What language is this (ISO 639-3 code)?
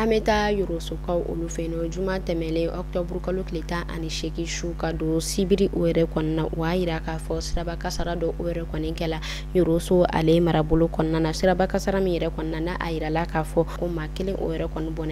bam